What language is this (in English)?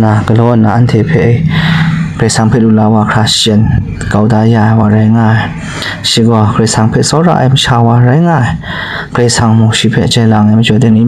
Kachin